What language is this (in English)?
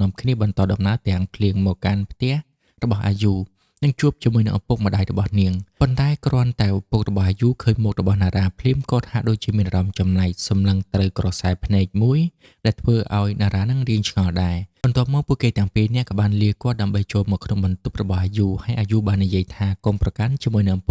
Khmer